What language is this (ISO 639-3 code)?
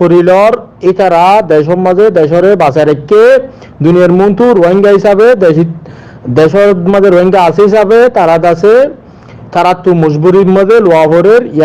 rhg